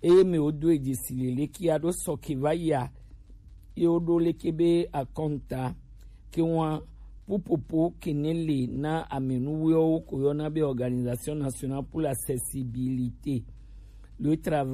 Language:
Gen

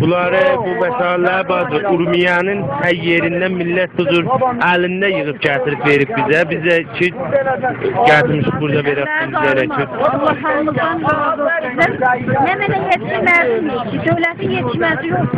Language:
South Azerbaijani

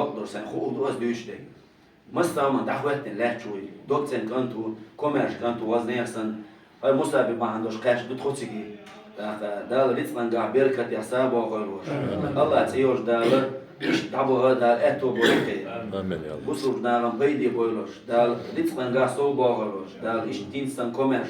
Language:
Chechen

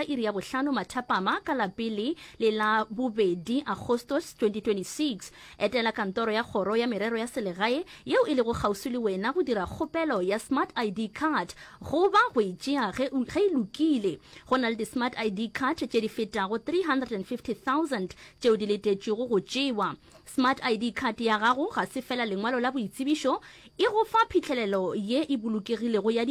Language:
Northern Sotho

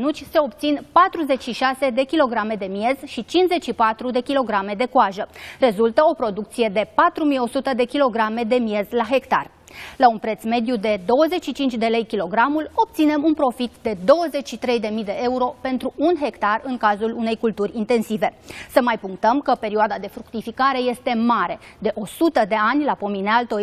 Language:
Romanian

